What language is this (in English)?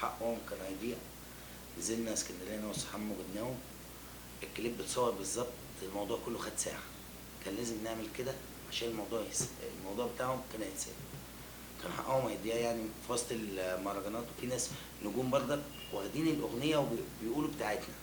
Egyptian Arabic